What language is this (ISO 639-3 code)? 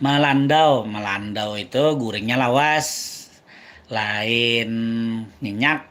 bjn